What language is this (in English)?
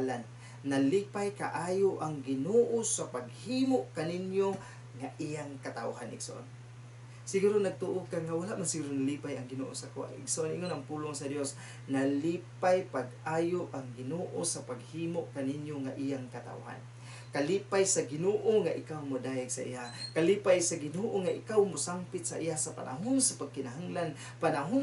Cebuano